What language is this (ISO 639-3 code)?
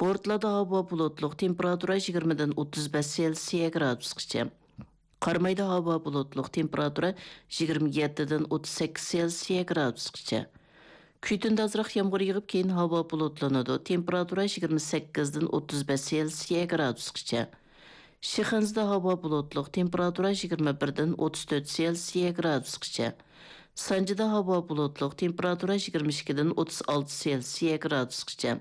uig